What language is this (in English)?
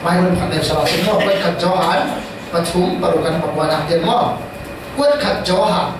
Falam Chin